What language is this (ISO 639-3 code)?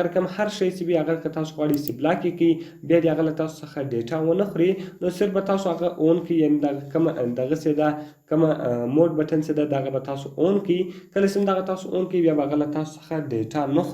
pus